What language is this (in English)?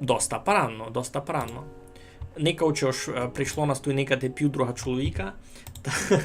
Rusyn